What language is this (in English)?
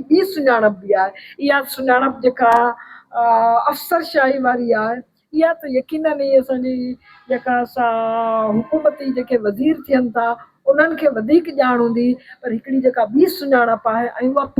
Sindhi